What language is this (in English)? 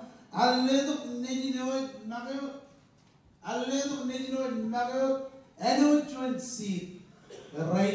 Marshallese